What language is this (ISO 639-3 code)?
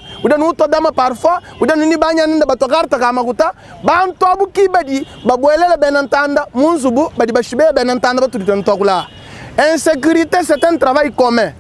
lua